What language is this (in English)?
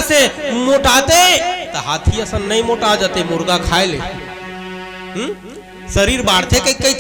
Chhattisgarhi